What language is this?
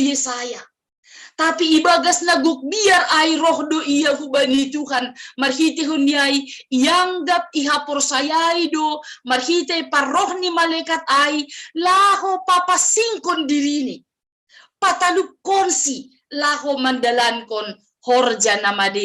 Batak Simalungun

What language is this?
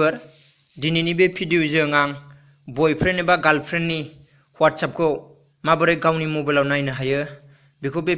Bodo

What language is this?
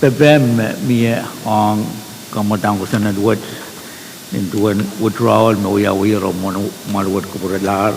Pohnpeian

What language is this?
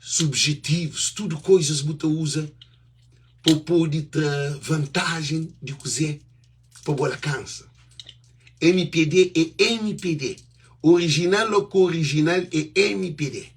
Kabuverdianu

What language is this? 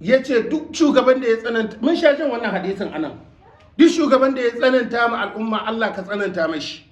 Hausa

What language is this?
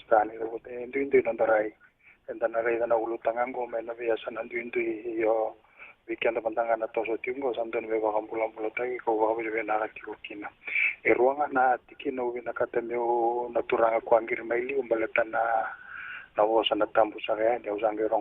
Fijian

